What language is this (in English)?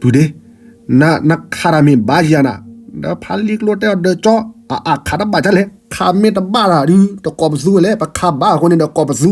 S'gaw Karen